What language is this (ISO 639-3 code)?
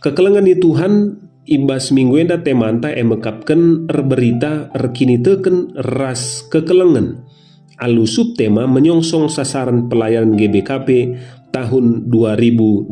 btx